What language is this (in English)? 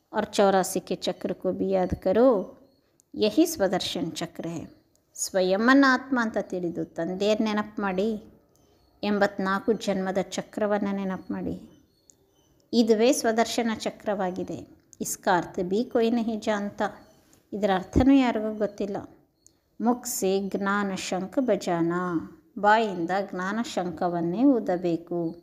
Kannada